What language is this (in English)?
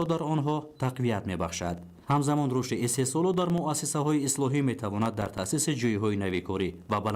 Tajik